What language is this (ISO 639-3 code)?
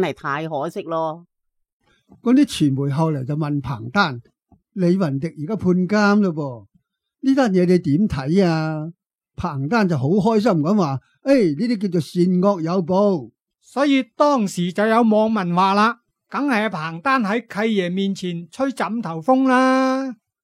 yue